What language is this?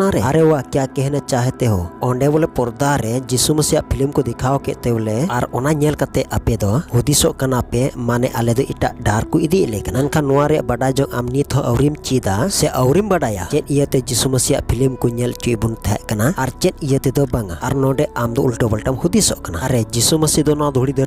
Santali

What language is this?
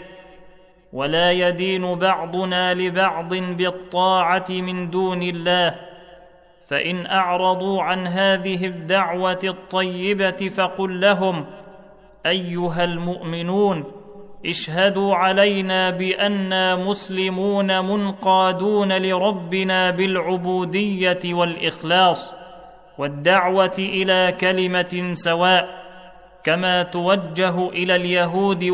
Arabic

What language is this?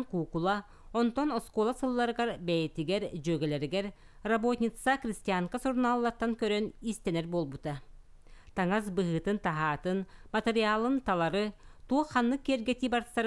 Yakut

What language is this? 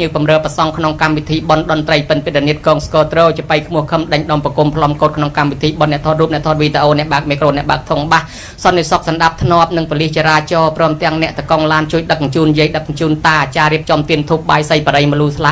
Khmer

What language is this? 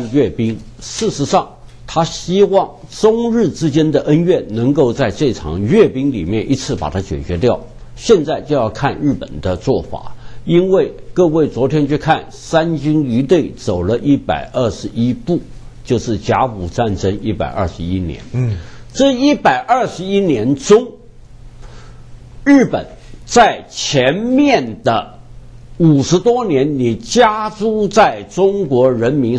Chinese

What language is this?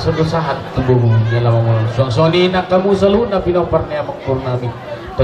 Batak Toba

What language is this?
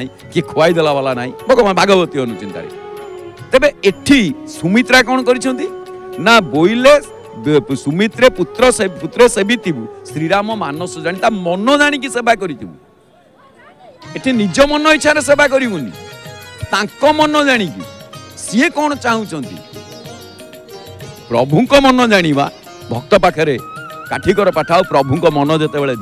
Odia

